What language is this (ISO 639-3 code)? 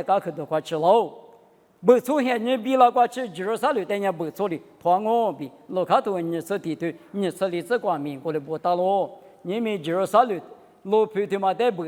lis